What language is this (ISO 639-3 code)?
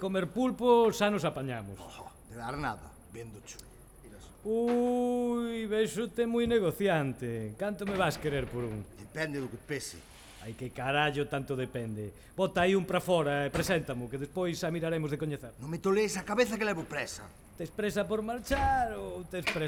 glg